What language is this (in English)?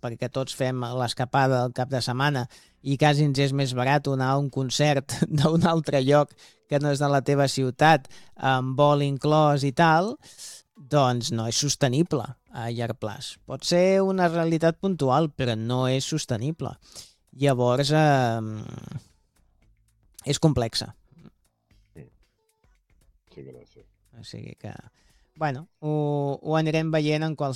Catalan